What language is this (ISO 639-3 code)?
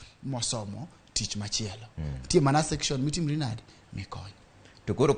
luo